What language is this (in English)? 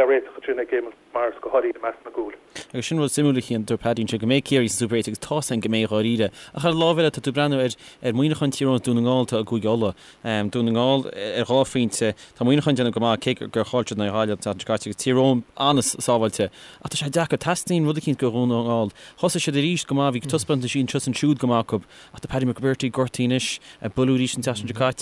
Irish